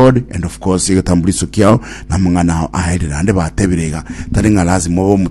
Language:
Gusii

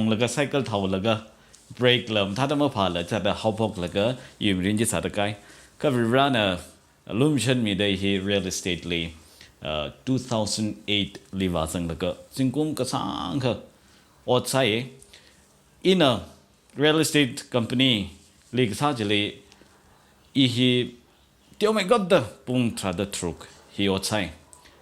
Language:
Tangkhul Naga (India)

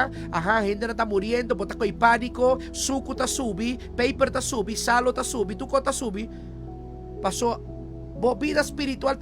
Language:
Papiamento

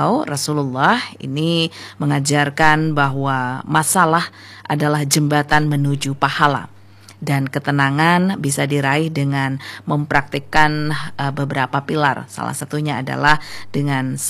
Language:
Indonesian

